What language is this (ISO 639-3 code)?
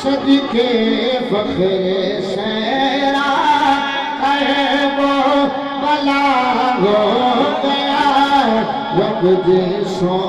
skr